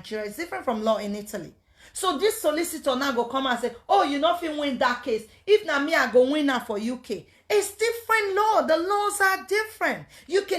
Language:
Nigerian Pidgin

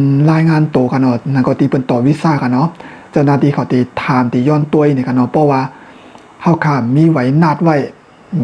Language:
Shan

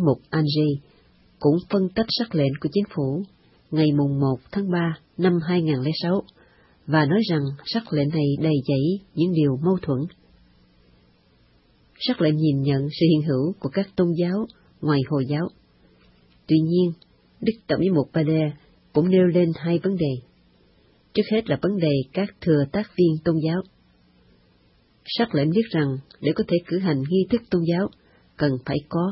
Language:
Vietnamese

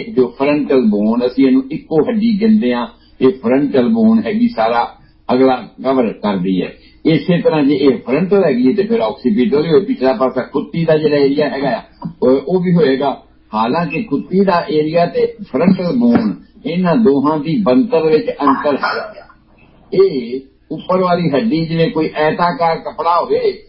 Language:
Punjabi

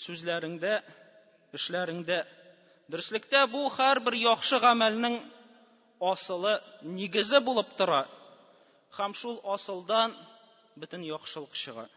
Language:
Tatar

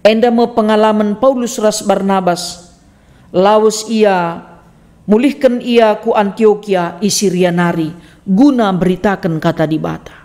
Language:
Batak Karo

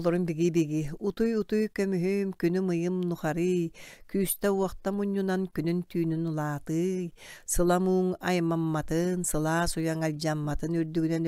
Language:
Yakut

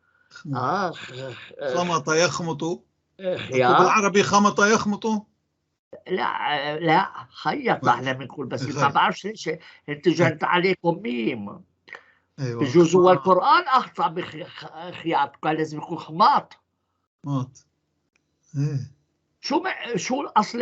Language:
North Levantine Arabic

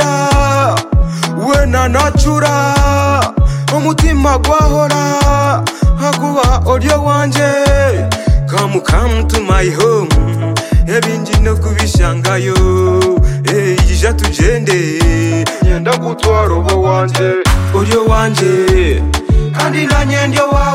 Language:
Kinyarwanda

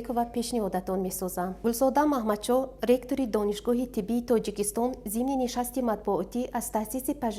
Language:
Tajik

